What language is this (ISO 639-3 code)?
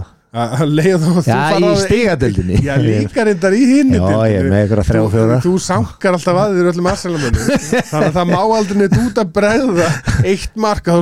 isl